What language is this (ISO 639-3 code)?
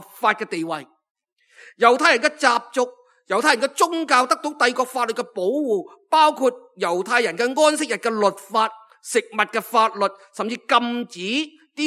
yue